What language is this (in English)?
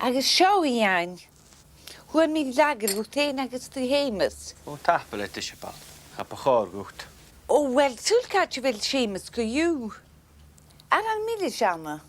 Scottish Gaelic